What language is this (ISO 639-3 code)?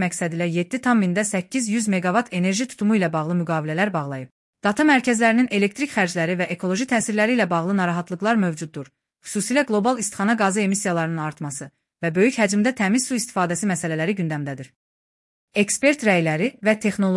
aze